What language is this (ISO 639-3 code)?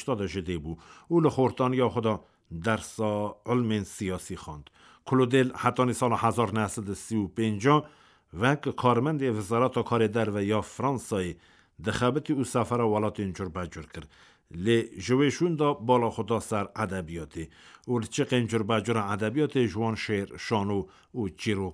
kur